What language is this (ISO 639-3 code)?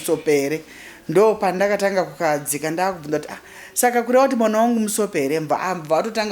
sna